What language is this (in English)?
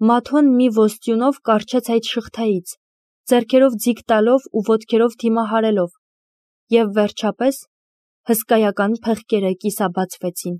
Armenian